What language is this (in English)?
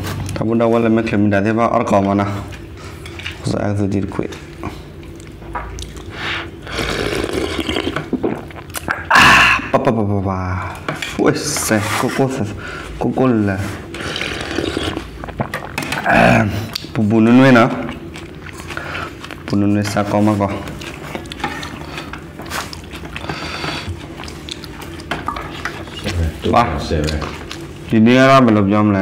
Malay